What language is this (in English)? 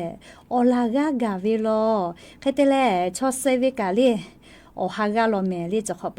Lahu